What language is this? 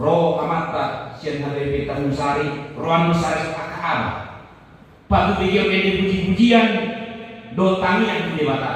Batak Toba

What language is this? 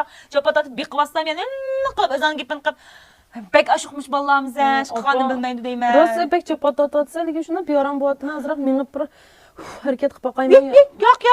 Uyghur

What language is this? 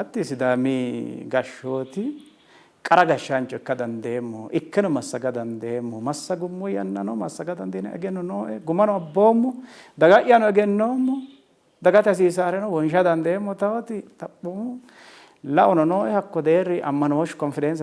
Sidamo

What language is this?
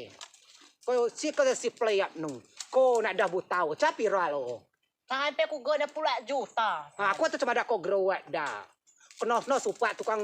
Rejang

